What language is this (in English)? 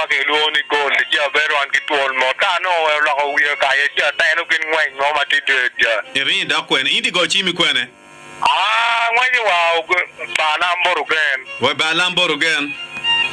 Acoli